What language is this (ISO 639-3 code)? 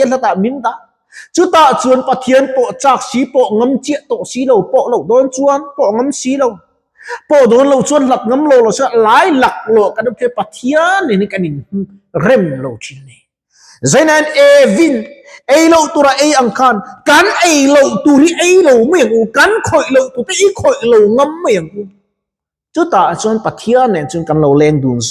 lus